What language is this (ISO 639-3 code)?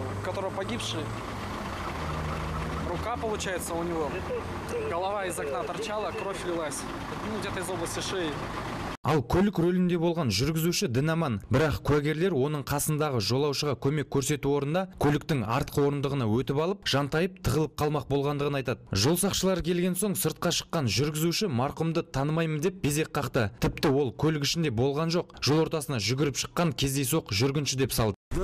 kaz